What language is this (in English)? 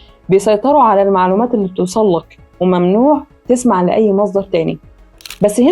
Egyptian Arabic